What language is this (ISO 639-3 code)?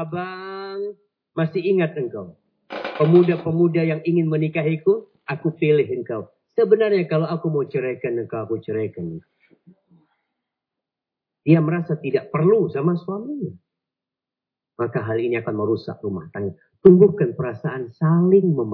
ind